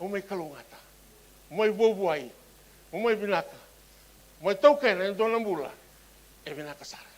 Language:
Fijian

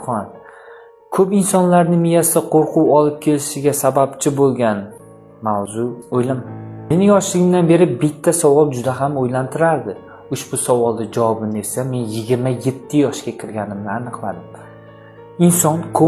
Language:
Uzbek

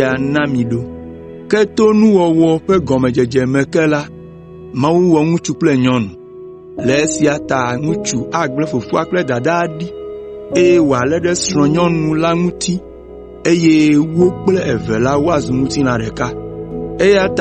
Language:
Ewe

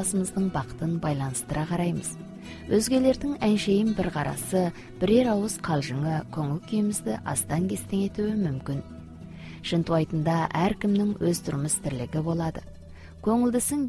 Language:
Kazakh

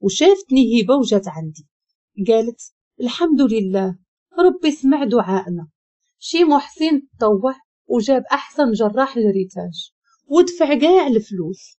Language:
Moroccan Arabic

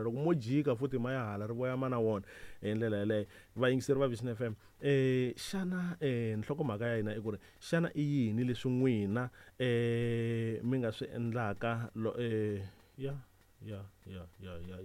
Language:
Tsonga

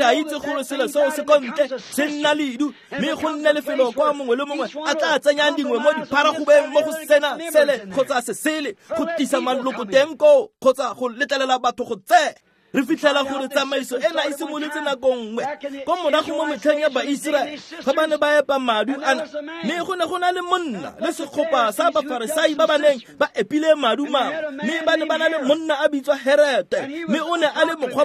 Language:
Tswana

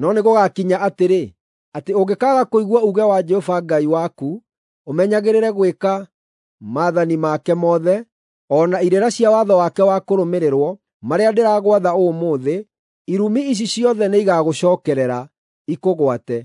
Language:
Kikuyu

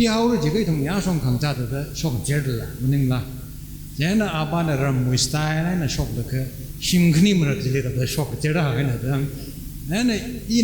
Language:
Tangkhul Naga (India)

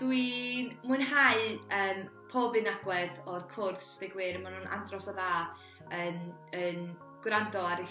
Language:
Welsh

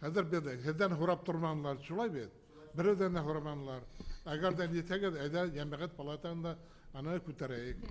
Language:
Bashkir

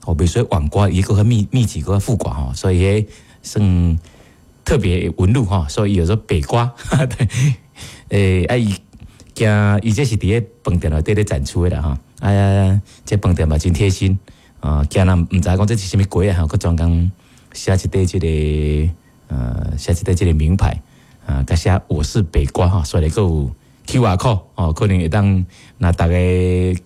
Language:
Min Nan Chinese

